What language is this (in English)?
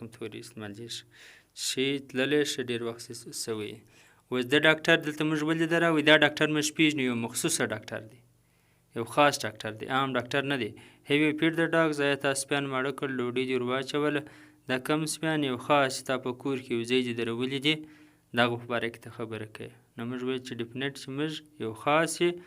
Pashto